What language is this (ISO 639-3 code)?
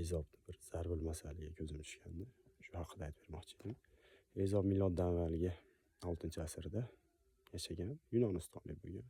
uzb